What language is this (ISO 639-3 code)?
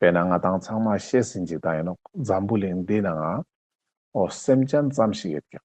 lbj